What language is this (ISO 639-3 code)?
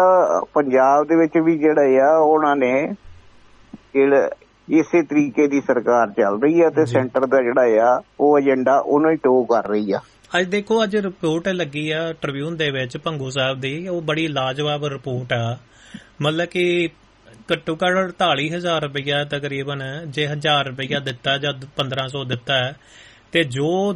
pan